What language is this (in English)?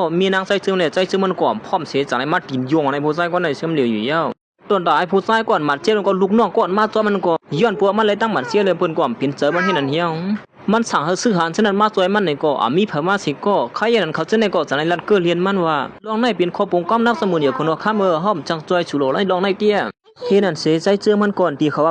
Shan